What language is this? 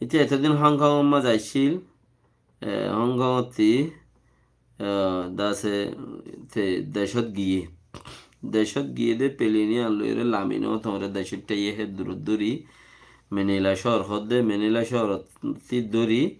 Rohingya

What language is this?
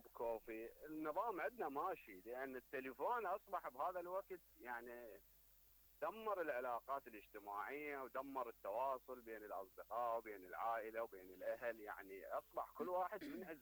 Mesopotamian Arabic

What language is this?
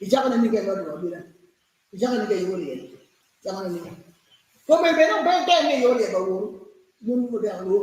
Acoli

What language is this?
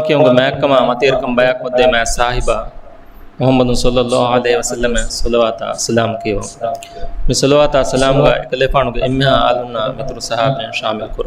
Divehi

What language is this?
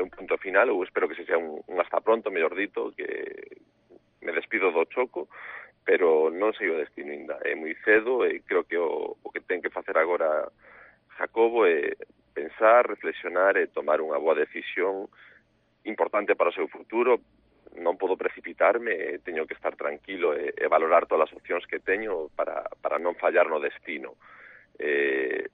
Galician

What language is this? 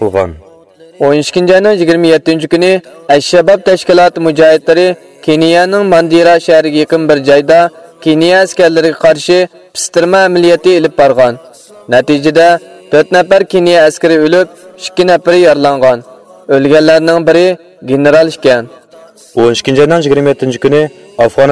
Uyghur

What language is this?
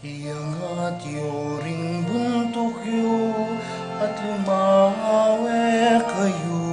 Pampanga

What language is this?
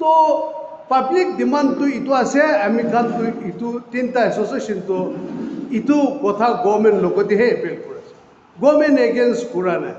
Naga Pidgin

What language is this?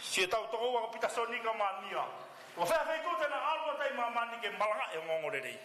Tongan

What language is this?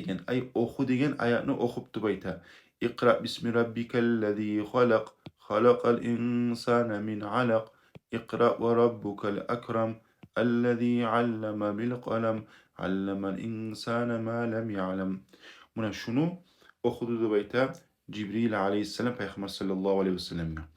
Kumyk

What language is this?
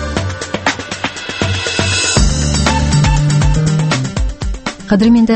Kazakh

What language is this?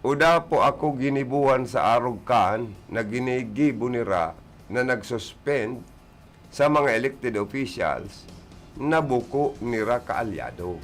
Bikol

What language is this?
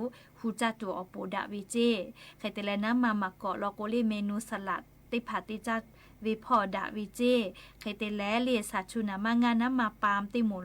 Lahu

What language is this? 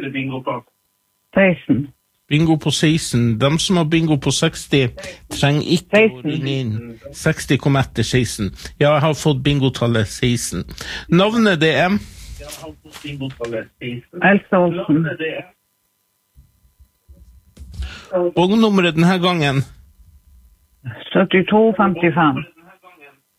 Norwegian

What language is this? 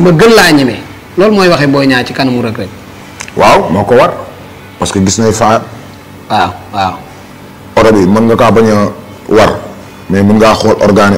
Wolof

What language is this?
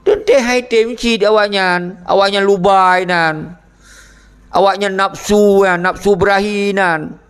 Achinese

